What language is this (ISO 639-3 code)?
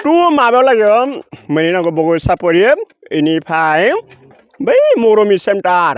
brx